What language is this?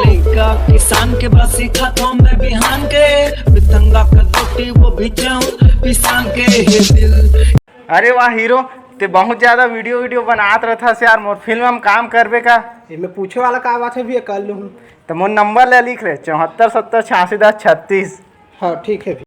Chhattisgarhi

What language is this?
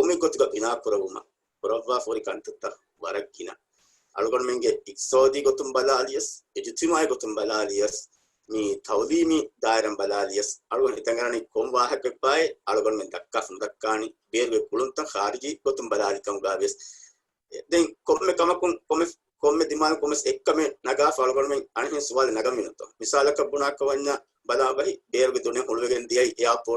Divehi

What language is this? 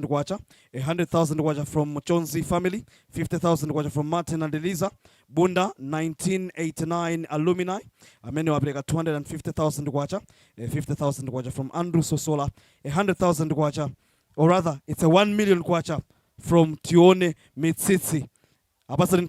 Nyanja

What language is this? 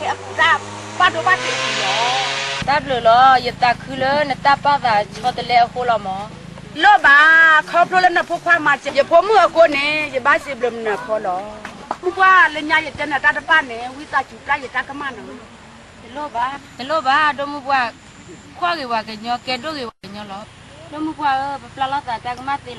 S'gaw Karen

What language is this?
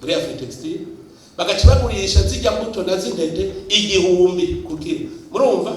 Rundi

